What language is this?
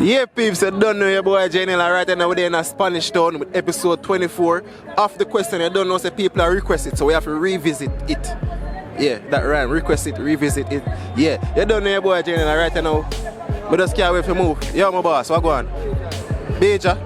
Jamaican Creole English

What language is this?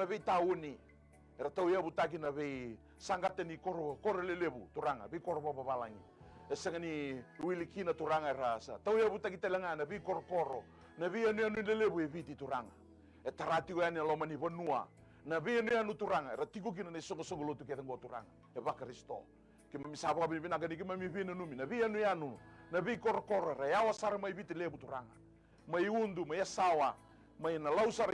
Fijian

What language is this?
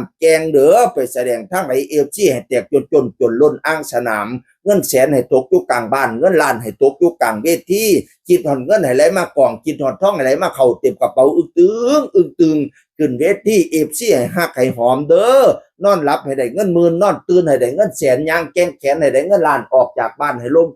Northeastern Thai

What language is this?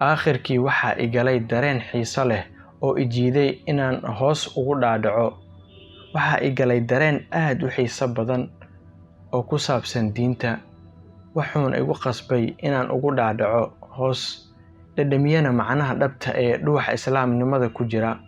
Somali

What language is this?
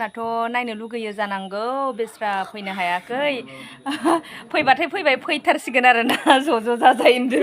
Bodo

